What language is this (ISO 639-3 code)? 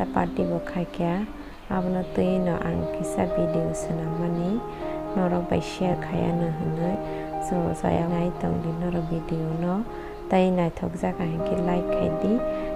trp